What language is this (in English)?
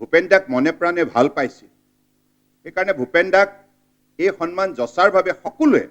Assamese